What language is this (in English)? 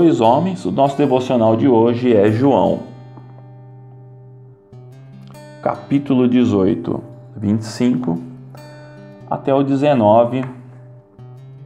Portuguese